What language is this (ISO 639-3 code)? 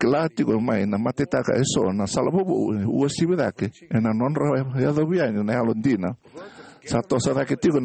fij